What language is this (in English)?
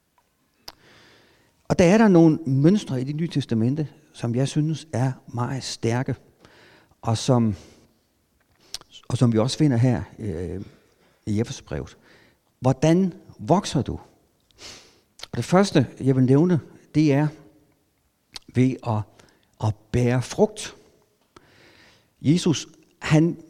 Danish